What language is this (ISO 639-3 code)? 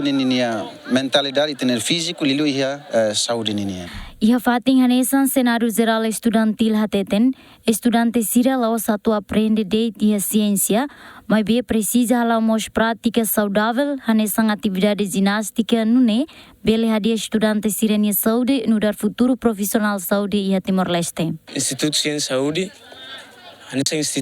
tet